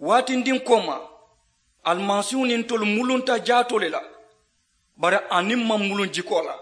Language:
Mandingo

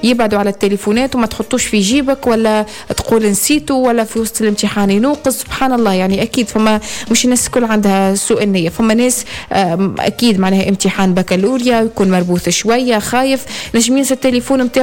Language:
Tunisian Arabic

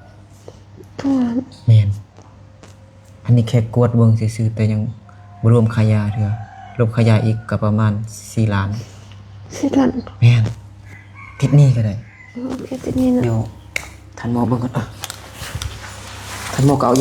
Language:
Lao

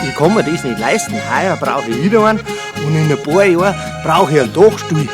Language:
Bavarian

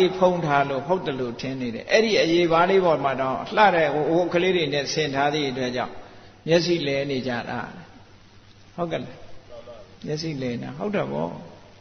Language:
Burmese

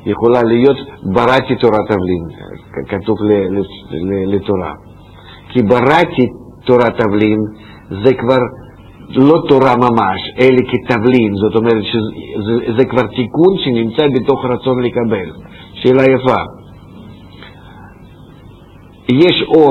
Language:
Hebrew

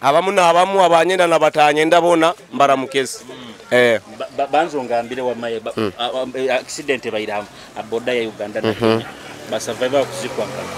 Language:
Nyoro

